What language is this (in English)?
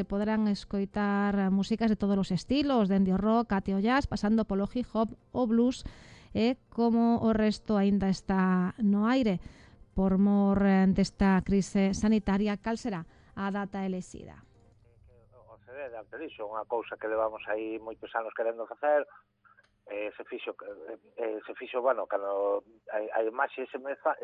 Galician